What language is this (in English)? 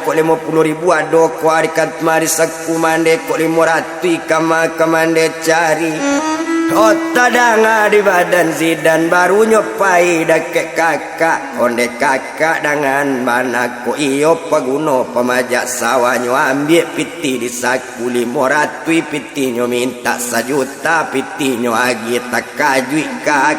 Minangkabau